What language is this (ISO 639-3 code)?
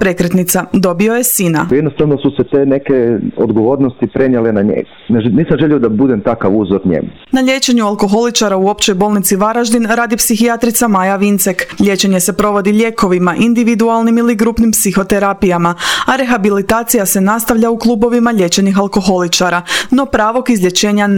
hrv